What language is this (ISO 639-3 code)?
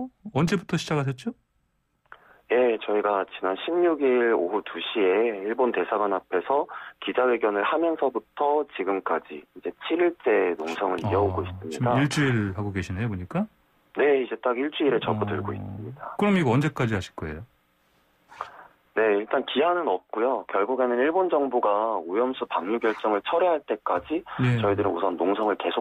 kor